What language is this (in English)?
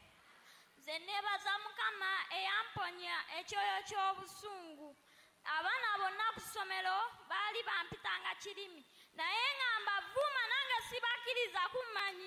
Ganda